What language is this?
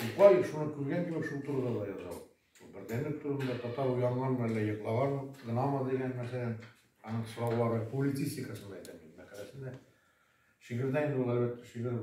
Tatar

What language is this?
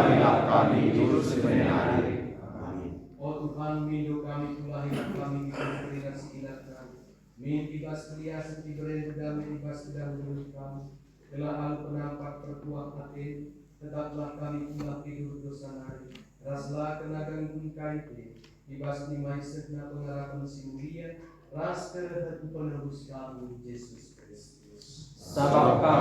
Batak Karo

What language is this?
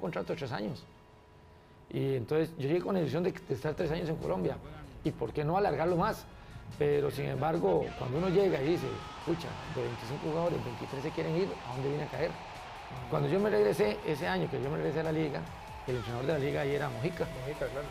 Spanish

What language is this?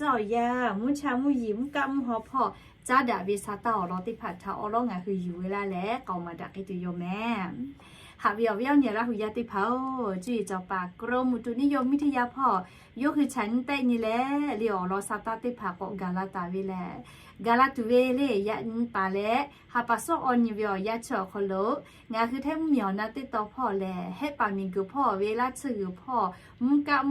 Lahu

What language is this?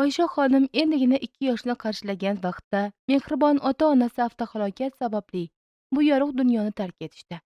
Uzbek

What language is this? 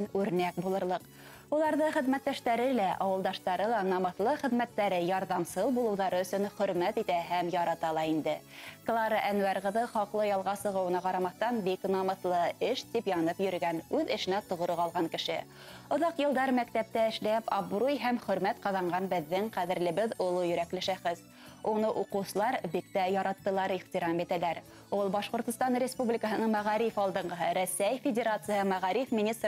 Bashkir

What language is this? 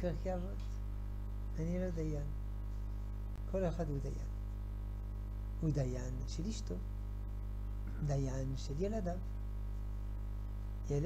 Hebrew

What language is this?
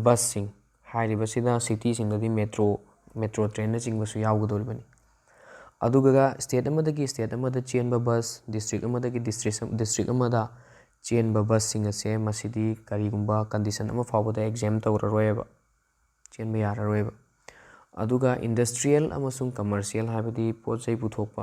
Manipuri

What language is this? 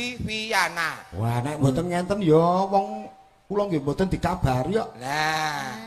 Javanese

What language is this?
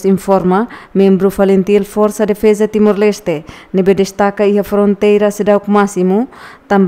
Tetum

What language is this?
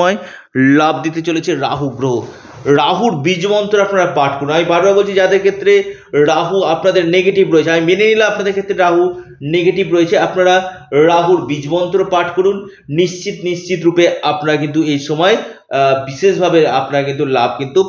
Bangla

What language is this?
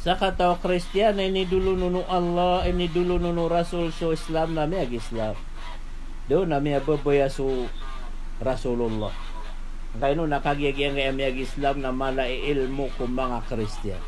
Maranao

